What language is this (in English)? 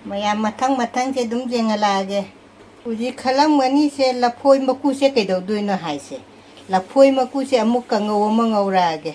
Manipuri